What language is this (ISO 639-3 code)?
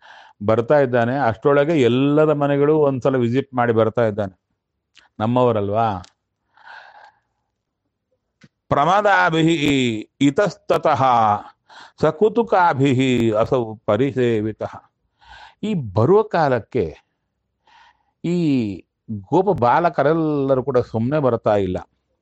kan